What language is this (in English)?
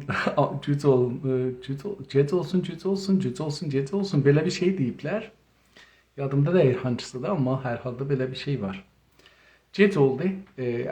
South Azerbaijani